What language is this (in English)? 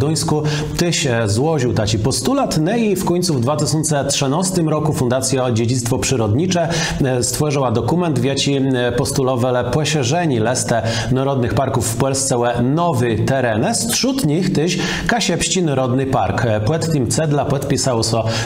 Kashubian